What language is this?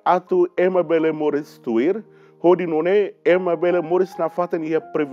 Tetum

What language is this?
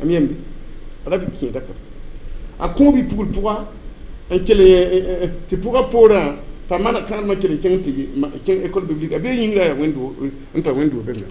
Mossi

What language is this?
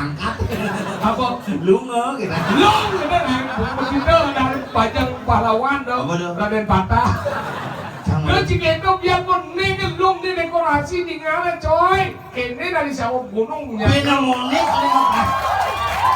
Balinese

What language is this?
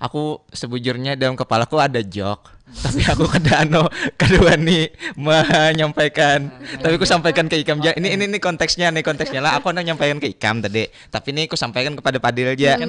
Banjar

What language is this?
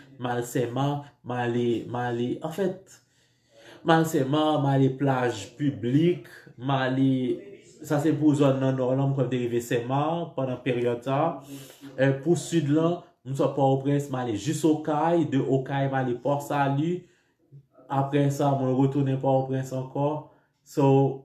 Haitian Creole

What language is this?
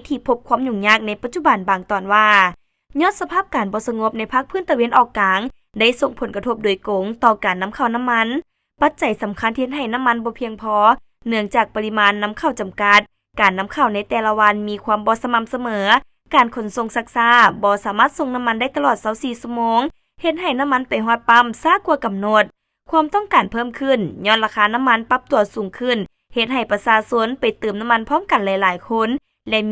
Lao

